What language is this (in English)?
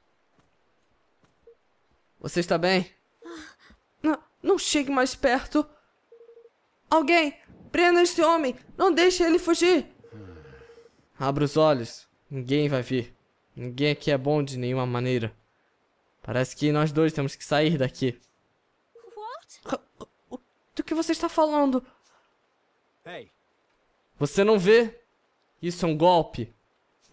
Portuguese